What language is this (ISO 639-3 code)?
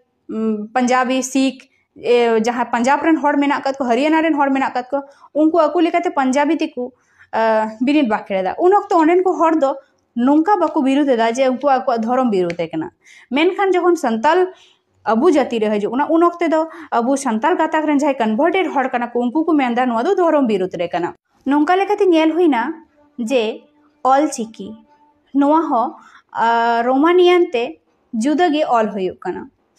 sat